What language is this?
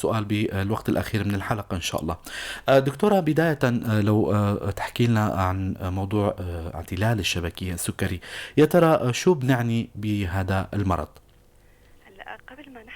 North Levantine Arabic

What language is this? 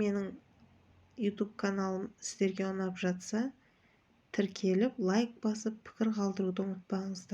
Kazakh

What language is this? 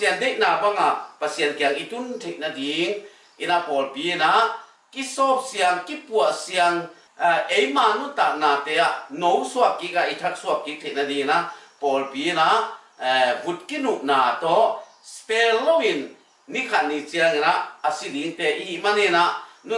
Tedim Chin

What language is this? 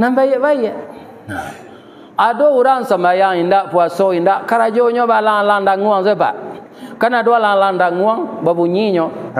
Minangkabau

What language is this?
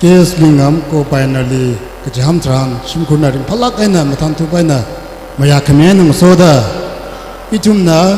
Tangkhul Naga (India)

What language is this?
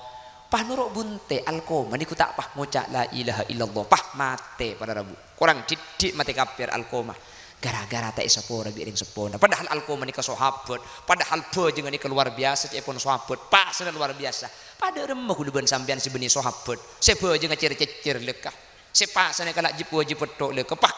Madurese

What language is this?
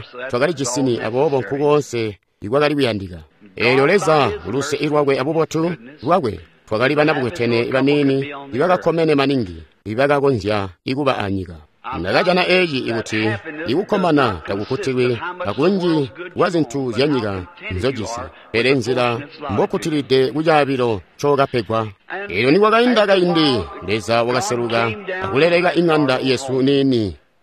Tonga (Zambia)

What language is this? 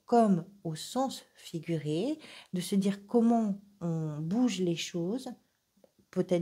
French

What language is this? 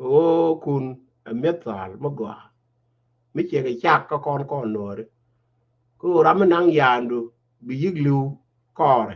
Nuer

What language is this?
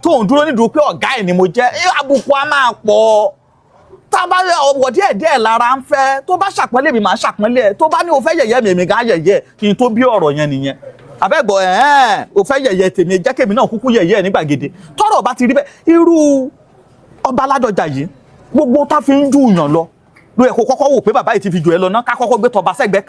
Yoruba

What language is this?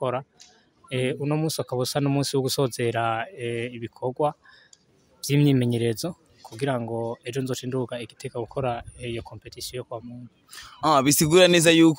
Rundi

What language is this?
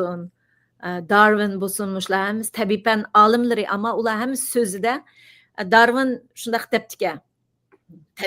Uyghur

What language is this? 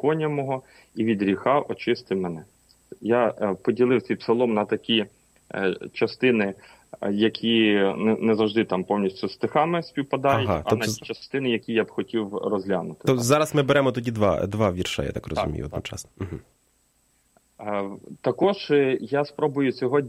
Ukrainian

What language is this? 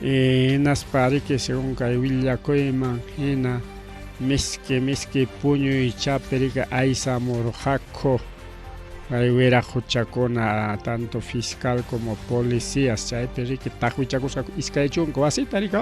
Ayacucho Quechua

